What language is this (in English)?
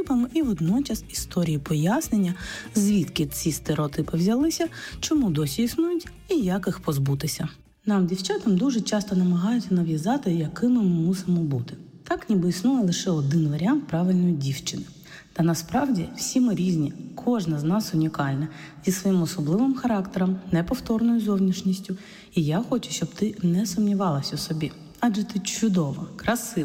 Ukrainian